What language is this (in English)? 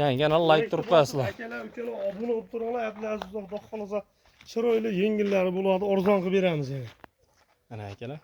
Uzbek